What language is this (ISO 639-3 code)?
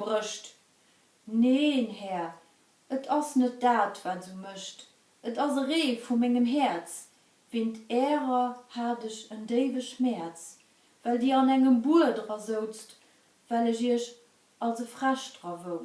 ltz